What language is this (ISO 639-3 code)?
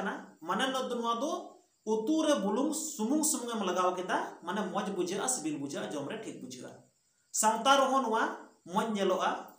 sat